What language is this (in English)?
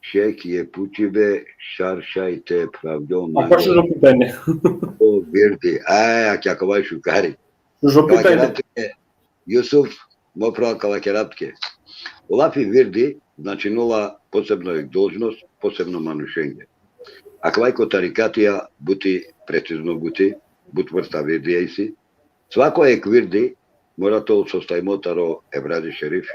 Balkan Romani